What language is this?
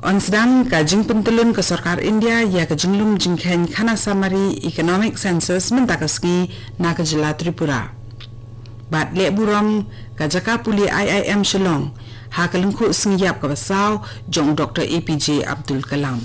Khasi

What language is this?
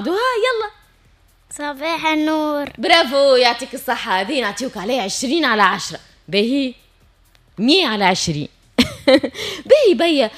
Tunisian Arabic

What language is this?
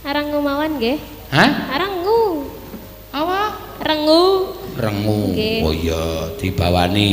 Javanese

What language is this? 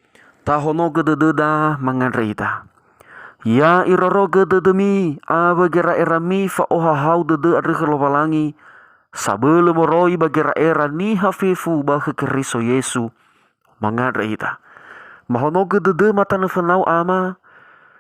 Nias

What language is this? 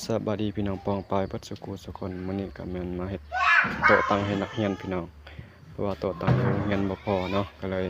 Lao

